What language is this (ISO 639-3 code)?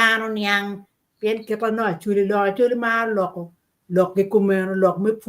ach